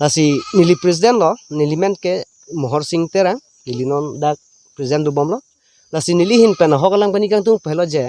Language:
Karbi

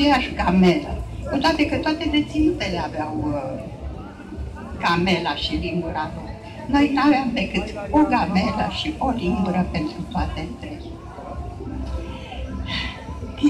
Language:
Romanian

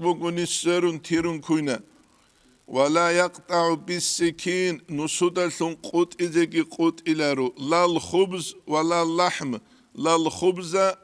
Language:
Avaric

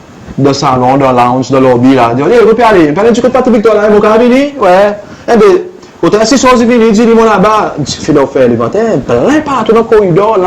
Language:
Seselwa Creole French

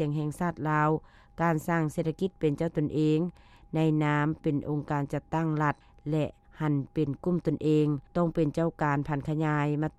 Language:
Lao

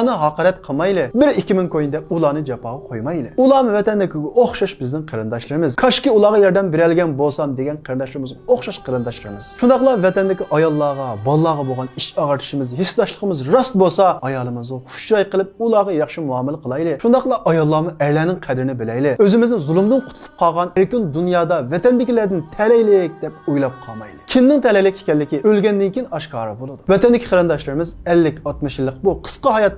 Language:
Uyghur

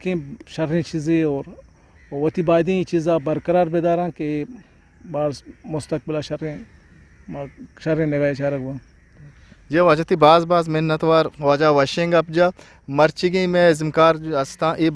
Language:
Eastern Balochi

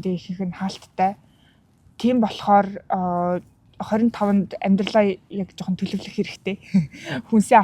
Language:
Mongolian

